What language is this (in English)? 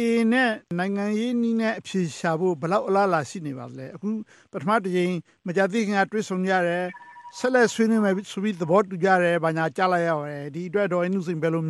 Burmese